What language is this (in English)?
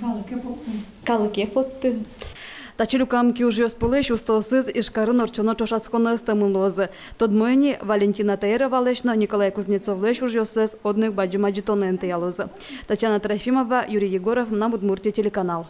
Udmurt